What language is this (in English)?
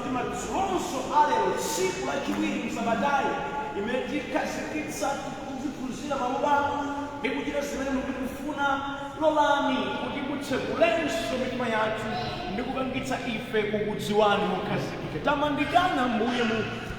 Nyanja